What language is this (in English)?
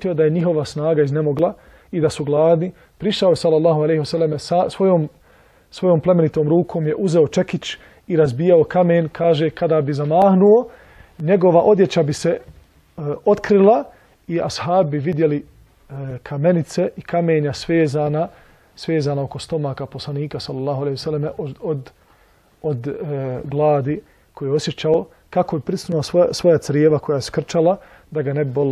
Bosnian